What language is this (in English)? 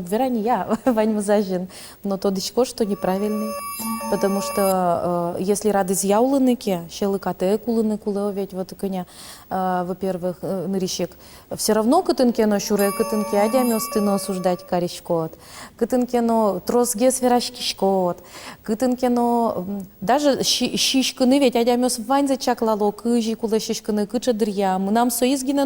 Udmurt